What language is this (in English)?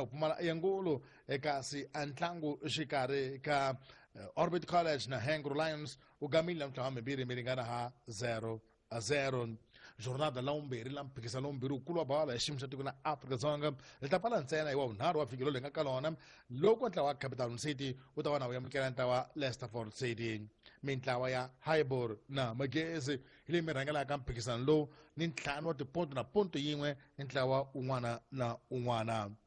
Tsonga